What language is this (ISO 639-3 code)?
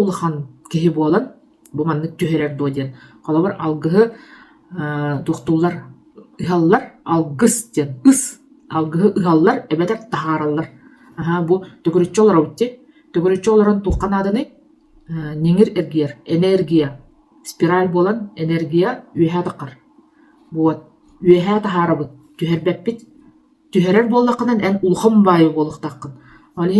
sah